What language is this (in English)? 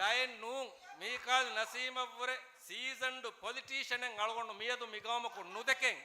Divehi